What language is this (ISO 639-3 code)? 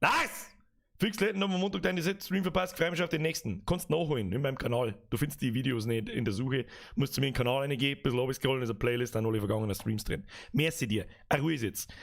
bar